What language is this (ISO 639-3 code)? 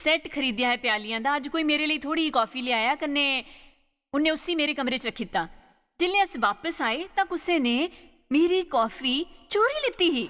doi